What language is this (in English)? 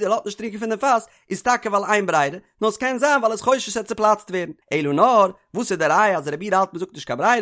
Yiddish